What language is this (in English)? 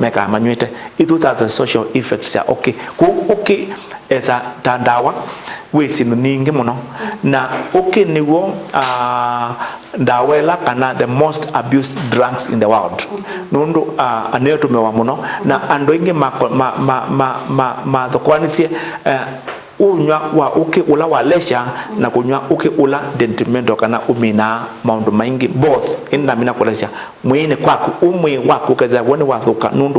Kamba